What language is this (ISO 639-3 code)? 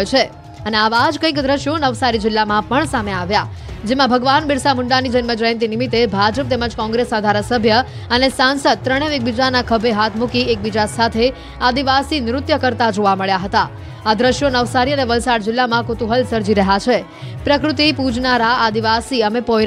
guj